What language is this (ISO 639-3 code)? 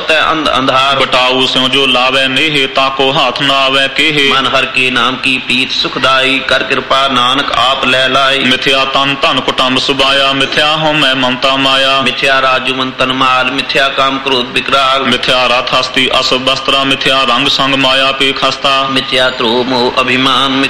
pan